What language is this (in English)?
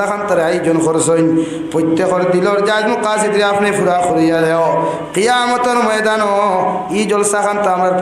Sylheti